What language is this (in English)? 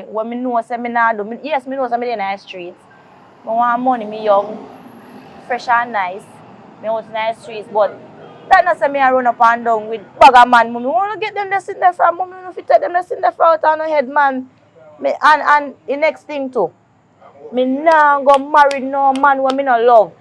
Jamaican Creole English